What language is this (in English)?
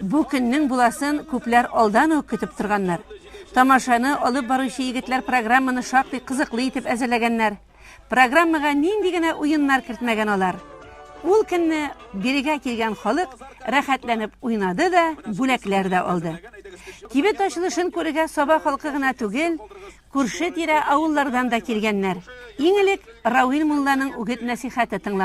Tatar